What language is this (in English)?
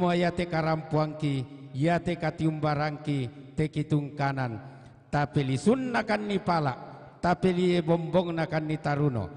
Toraja-Sa'dan